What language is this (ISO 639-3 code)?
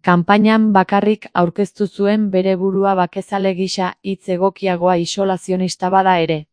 eus